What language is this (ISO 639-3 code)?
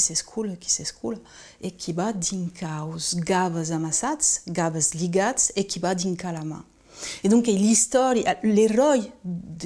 oci